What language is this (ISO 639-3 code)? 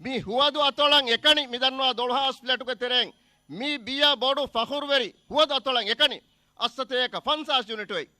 div